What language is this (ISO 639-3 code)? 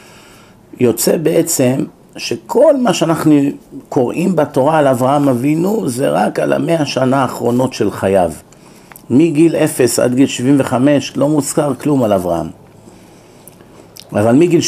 heb